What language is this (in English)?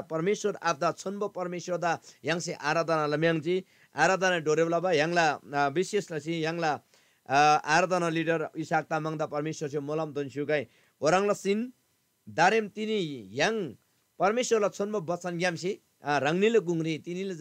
Eastern Tamang